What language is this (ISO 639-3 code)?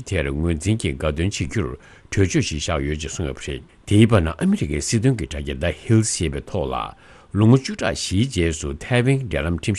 bod